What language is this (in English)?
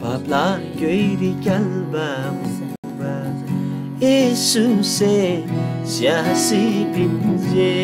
Eastern Tamang